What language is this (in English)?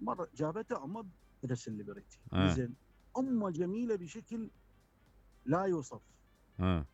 Mesopotamian Arabic